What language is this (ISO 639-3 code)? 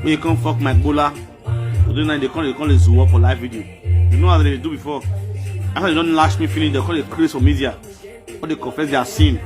pcm